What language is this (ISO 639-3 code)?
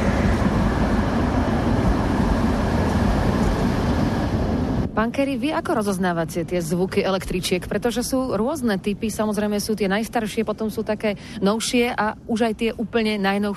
slk